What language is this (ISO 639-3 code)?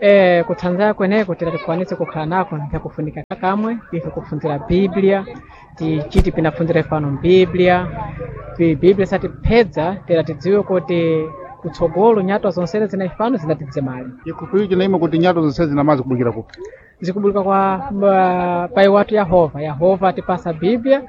seh